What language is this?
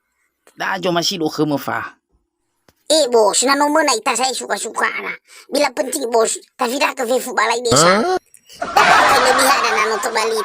Nias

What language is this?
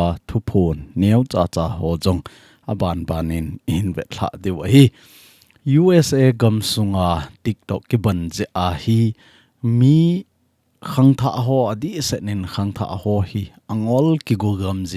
Thado Chin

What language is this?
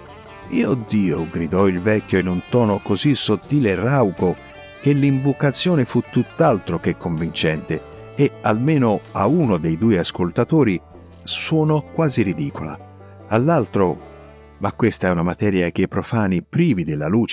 Italian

